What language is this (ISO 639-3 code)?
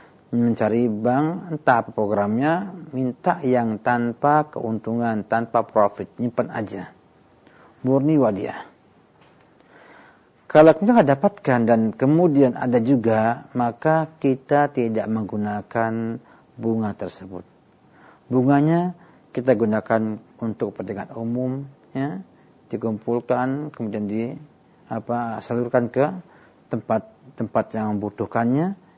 ind